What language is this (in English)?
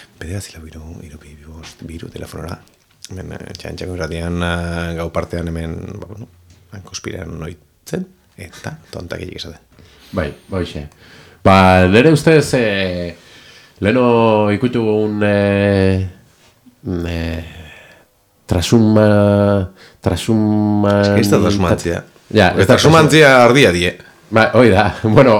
Basque